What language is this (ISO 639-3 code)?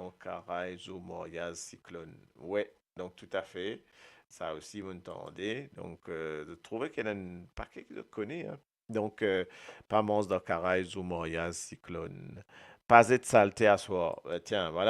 mfe